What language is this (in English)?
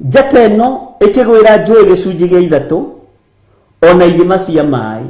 Kikuyu